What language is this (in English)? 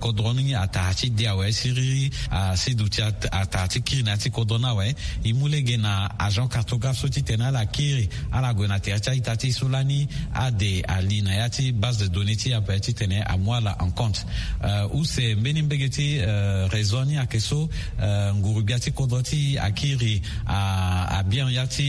Sango